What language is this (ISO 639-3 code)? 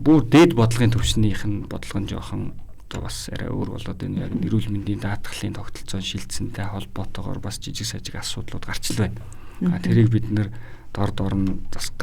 mon